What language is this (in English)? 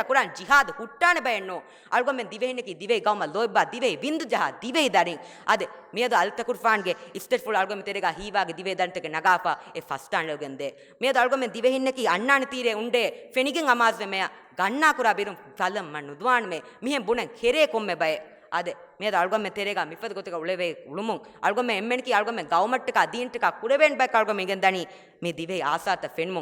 Divehi